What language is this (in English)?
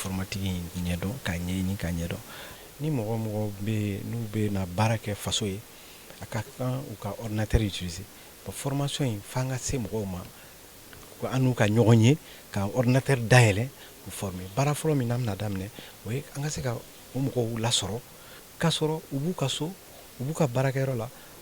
Bambara